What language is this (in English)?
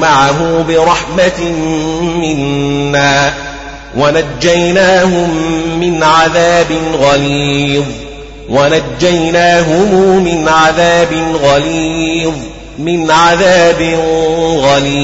Arabic